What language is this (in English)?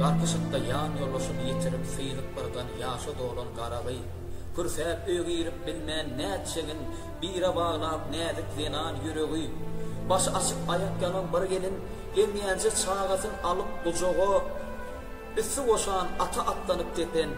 Turkmen